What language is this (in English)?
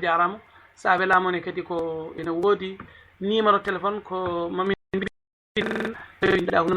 Fula